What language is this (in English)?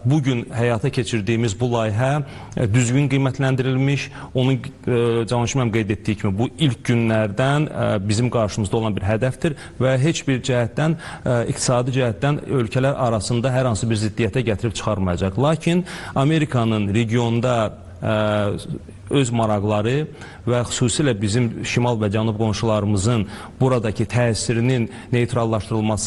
Azerbaijani